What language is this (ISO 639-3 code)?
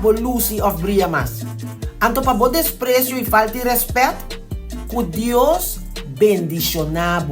pap